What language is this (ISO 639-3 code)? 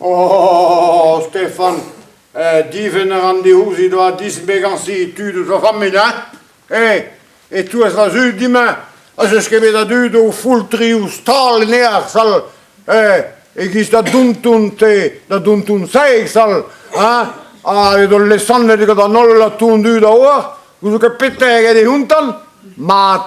bre